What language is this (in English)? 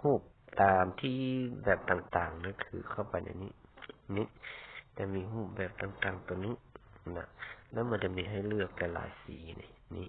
Lao